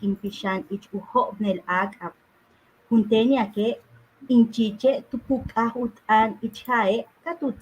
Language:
Yucateco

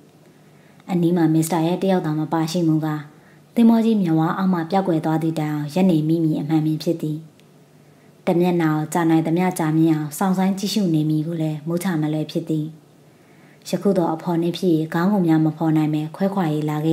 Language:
Burmese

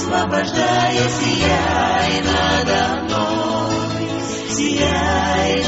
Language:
Russian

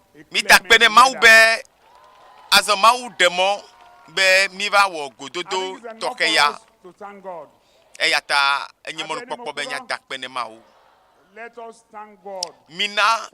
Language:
Ewe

